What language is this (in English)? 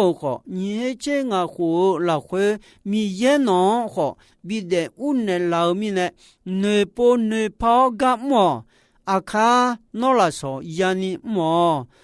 Akha